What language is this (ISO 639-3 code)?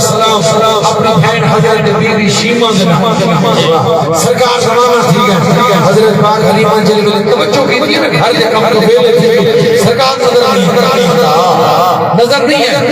skr